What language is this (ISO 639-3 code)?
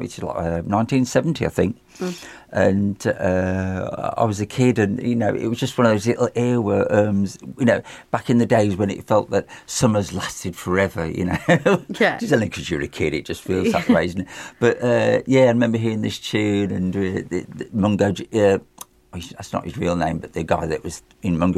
eng